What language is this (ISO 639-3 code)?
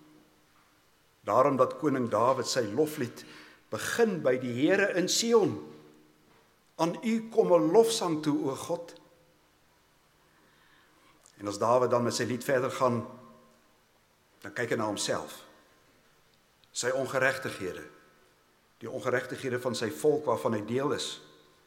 afr